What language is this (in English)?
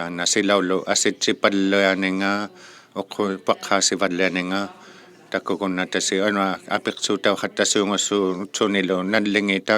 Inuktitut